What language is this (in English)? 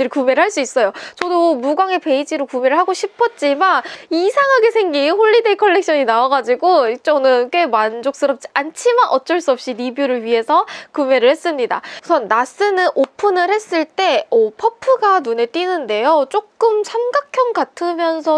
Korean